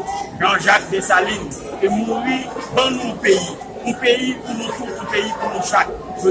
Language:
Haitian Creole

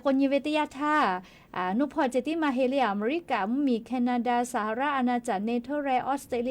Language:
Lahu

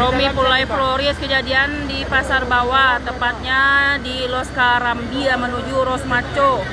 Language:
Minangkabau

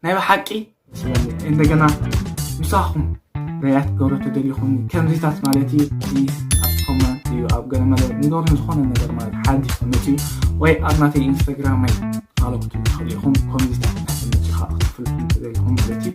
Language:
Tigrinya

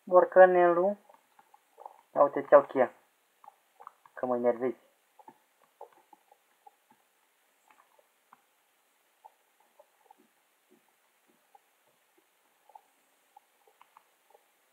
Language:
Romanian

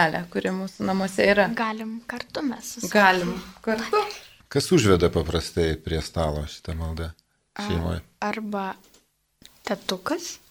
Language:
Lithuanian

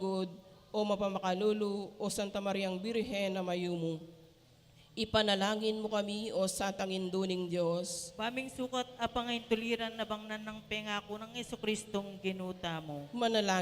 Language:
Pampanga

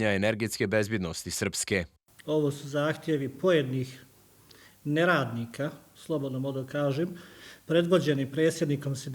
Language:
Bosnian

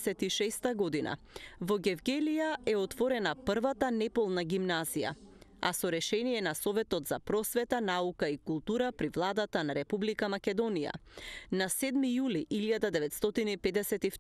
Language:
Macedonian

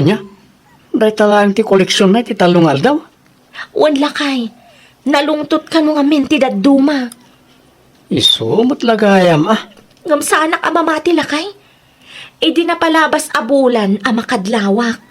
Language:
Iloko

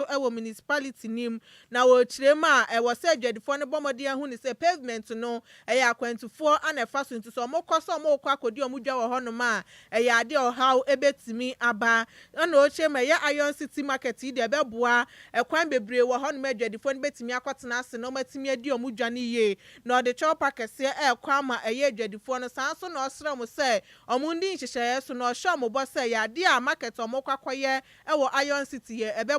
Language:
Akan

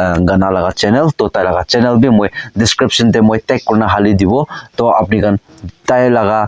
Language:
Naga Pidgin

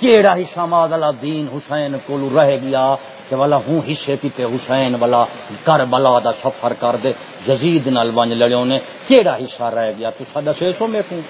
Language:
Saraiki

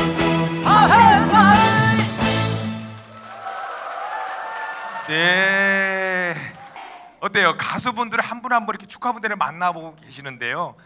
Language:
Korean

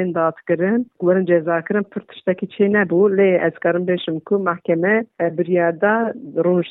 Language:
Kurdish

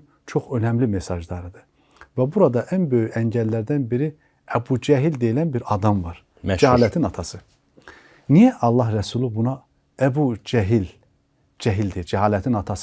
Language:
Azerbaijani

